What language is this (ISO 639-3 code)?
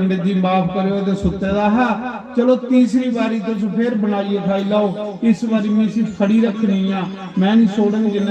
doi